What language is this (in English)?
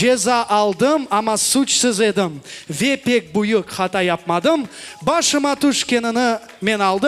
Crimean Tatar